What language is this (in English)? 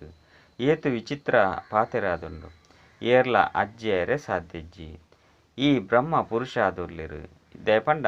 Tulu